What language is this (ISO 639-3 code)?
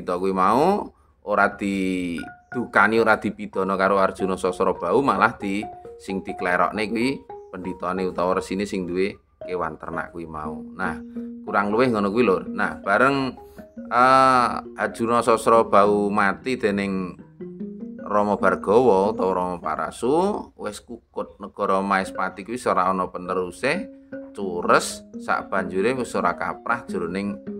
jav